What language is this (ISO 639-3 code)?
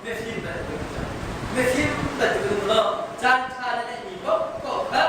cnh